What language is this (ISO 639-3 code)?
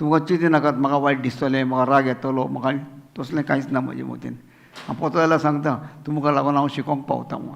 kok